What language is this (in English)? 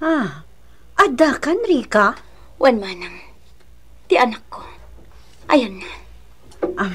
Iloko